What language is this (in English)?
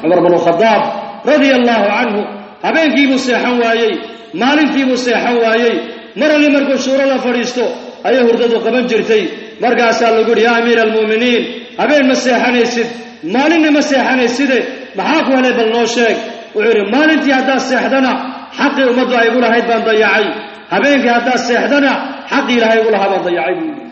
Somali